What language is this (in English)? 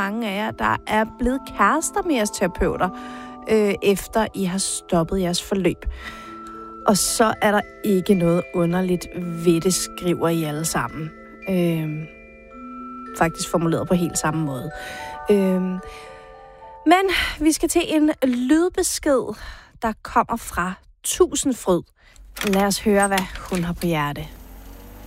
Danish